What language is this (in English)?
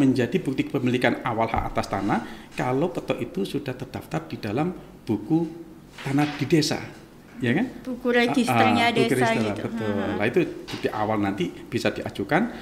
Indonesian